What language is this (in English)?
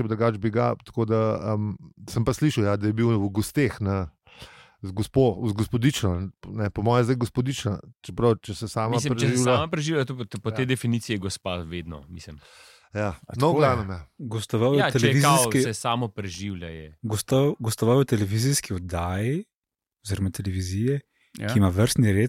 Slovenian